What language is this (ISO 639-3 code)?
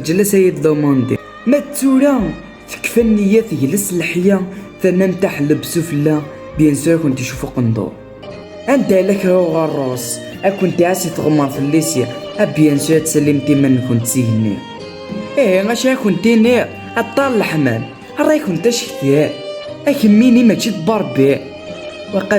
kab